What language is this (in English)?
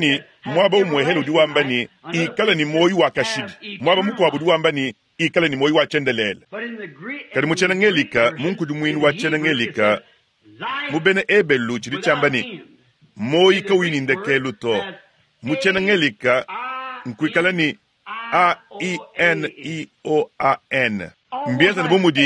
Luba-Lulua